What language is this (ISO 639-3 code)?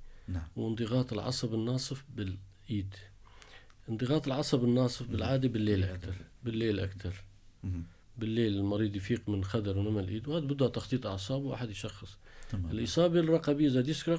apc